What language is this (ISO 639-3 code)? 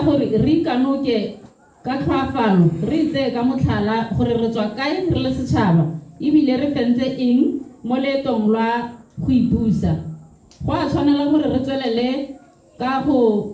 tsn